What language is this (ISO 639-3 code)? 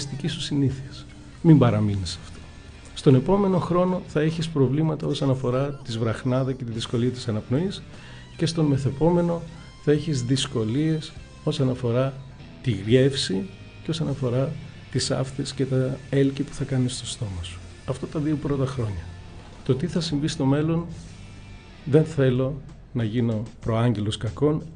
ell